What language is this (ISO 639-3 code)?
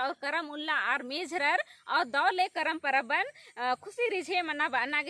kru